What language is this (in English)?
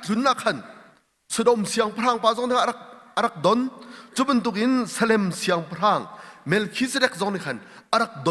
Hakha Chin